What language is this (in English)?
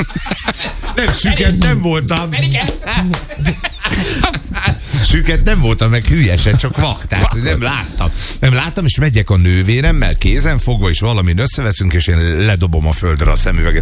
Hungarian